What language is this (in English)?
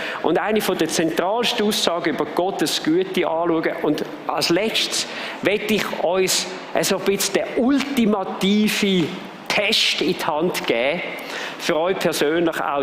Swiss German